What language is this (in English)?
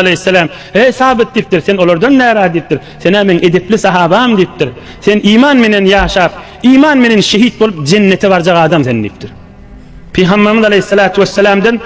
Turkmen